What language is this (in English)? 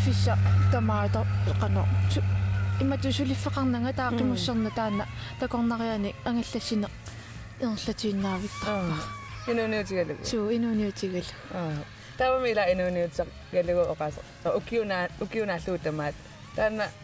Kalaallisut